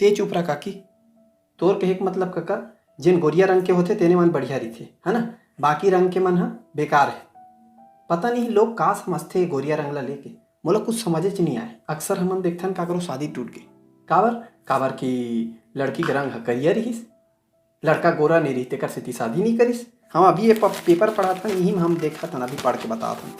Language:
Chhattisgarhi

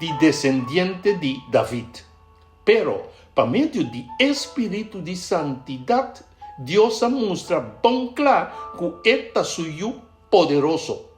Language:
Papiamento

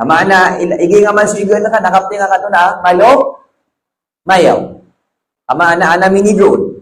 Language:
Maranao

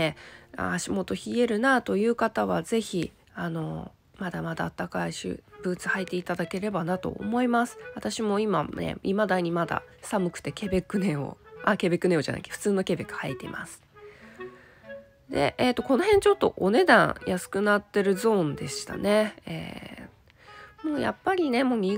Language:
Japanese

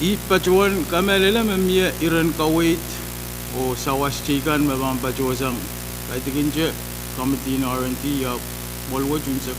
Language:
Pohnpeian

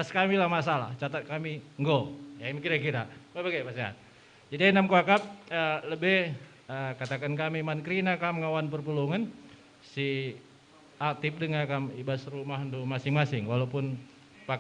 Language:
Batak Karo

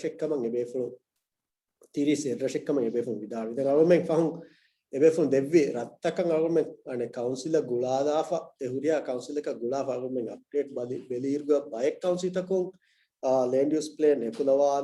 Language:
Divehi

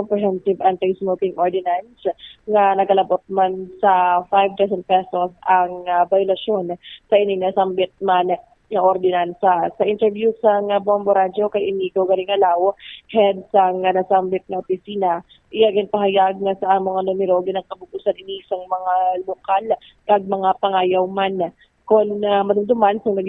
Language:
Hiligaynon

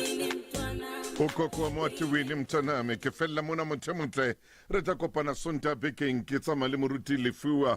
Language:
Southern Sotho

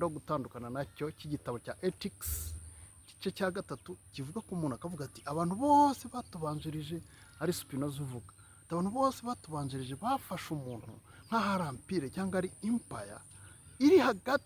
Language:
Kinyarwanda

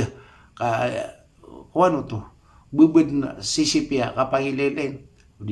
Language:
Maranao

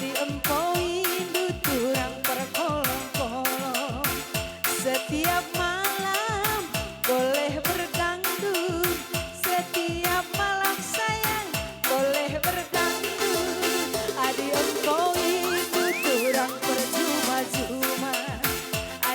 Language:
Batak Karo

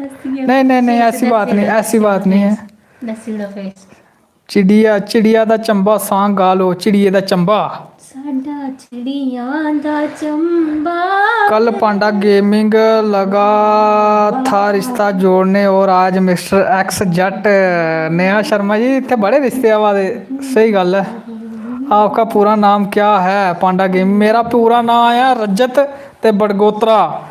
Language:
Dogri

